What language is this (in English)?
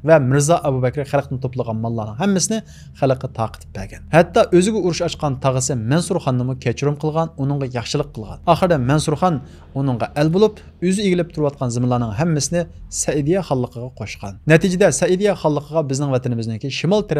Uyghur